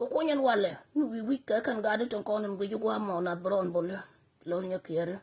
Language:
Nuer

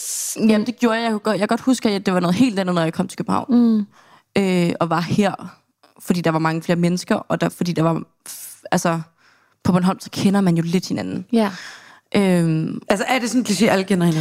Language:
Danish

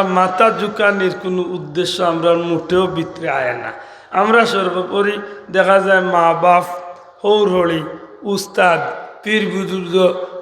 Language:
Sylheti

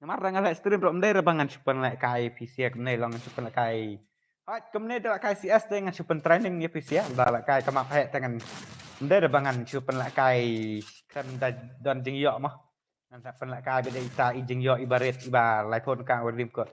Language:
Khasi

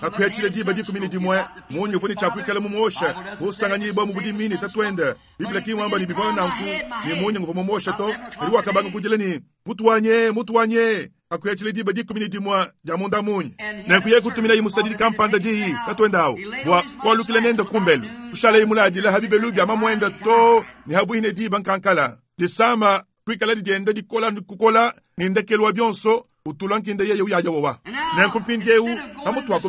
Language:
Luba-Lulua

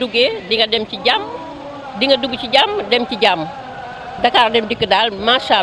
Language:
Wolof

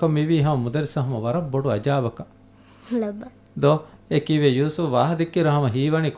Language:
Divehi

